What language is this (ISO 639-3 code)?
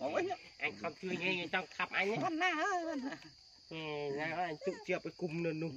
khm